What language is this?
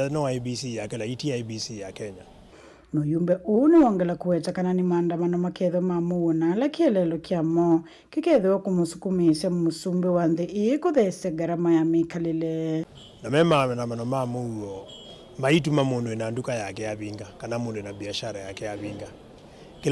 Kamba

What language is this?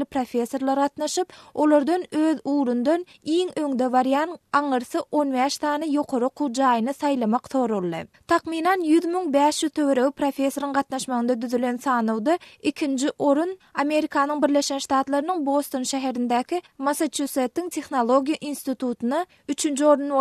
Turkmen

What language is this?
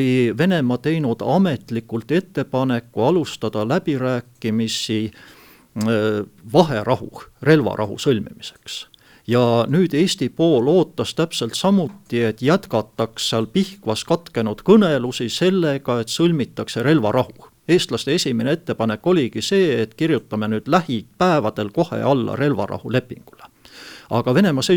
Estonian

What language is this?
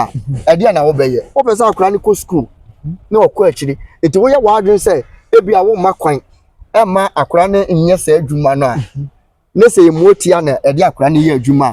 Akan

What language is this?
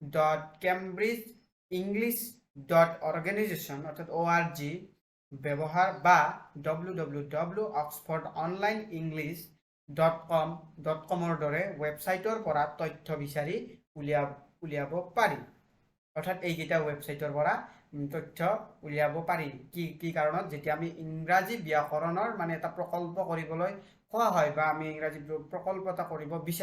Assamese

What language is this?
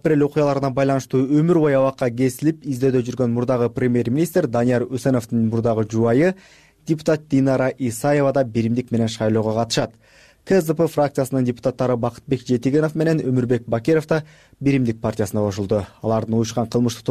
Kyrgyz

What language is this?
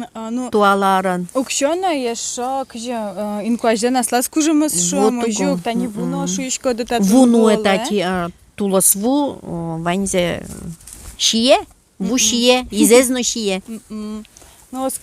Udmurt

